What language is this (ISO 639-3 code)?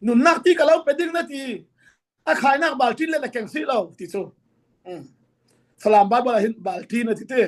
cfm